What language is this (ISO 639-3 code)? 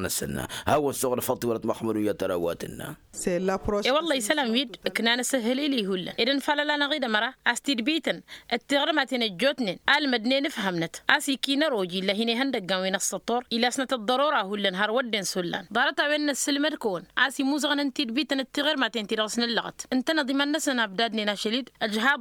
taq